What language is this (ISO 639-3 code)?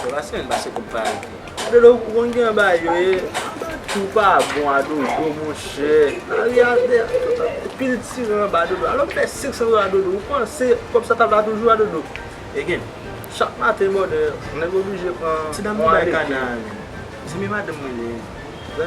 hat